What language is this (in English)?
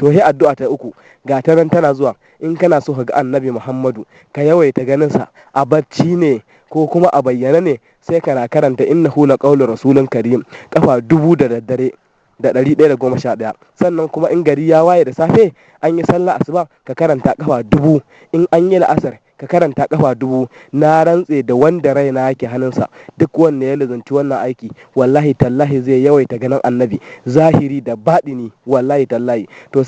Hausa